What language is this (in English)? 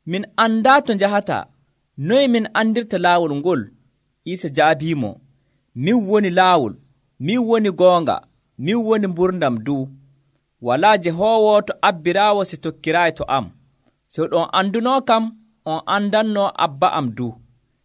Nigerian Fulfulde